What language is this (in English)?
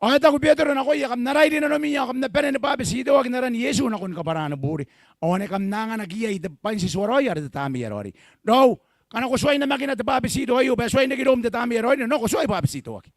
Gilbertese